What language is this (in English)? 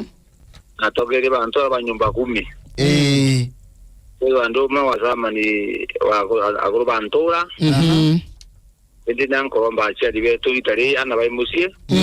Meru